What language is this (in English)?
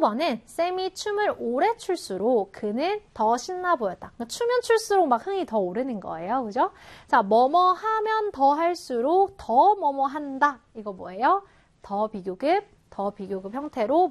Korean